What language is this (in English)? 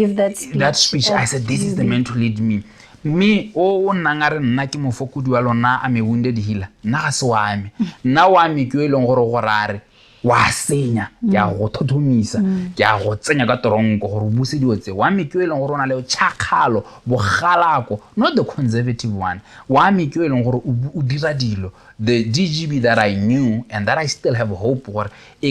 Tswana